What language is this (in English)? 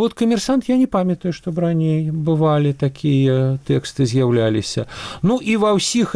Belarusian